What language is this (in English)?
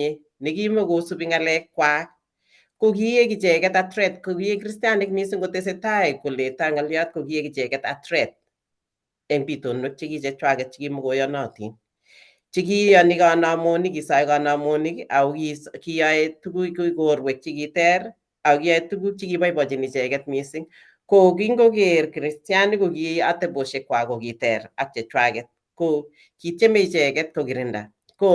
Kalenjin